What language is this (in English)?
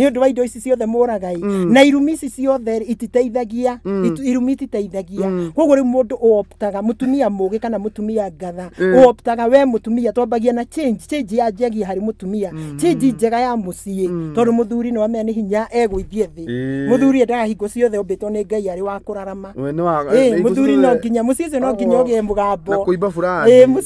Kikuyu